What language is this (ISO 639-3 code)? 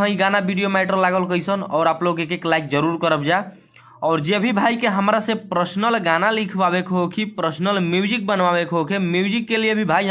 bho